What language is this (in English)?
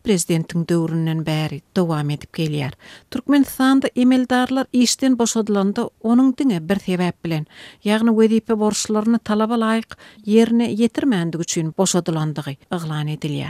Kyrgyz